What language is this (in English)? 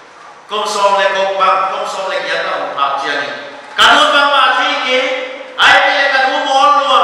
Paite Chin